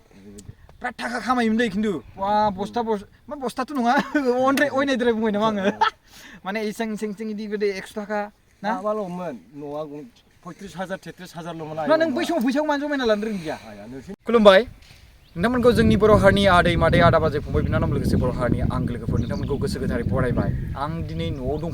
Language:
Bodo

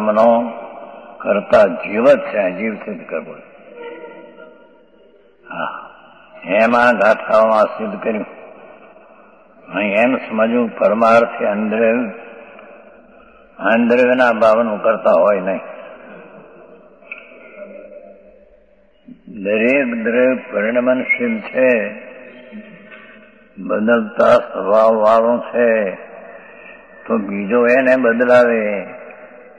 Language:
Gujarati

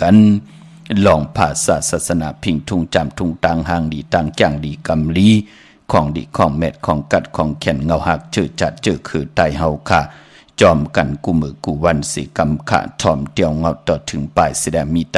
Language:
Shan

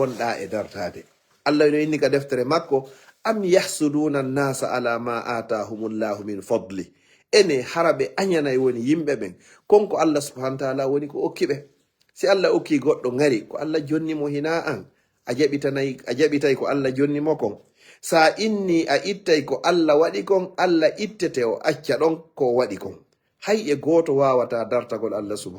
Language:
Fula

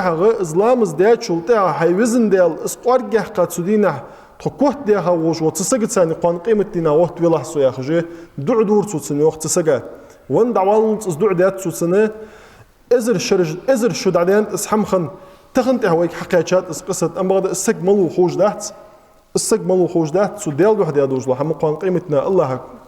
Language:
Ingush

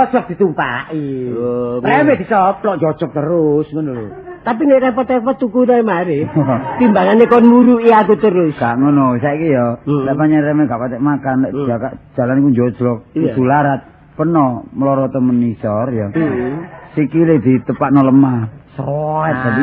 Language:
Javanese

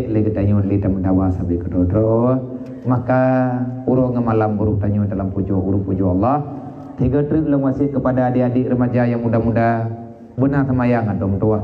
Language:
Achinese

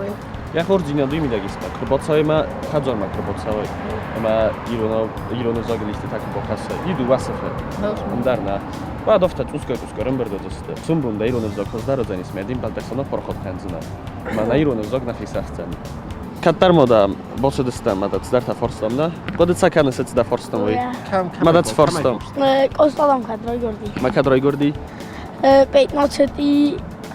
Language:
Ossetic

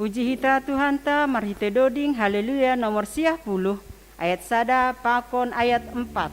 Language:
Batak Simalungun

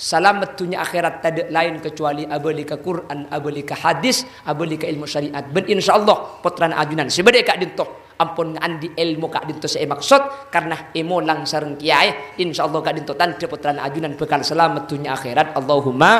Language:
Madurese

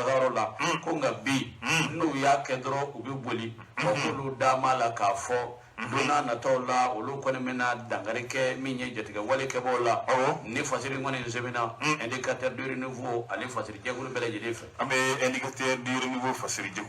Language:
Bambara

